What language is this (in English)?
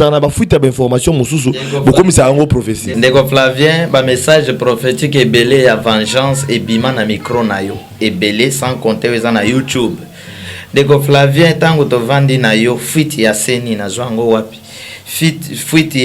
Lingala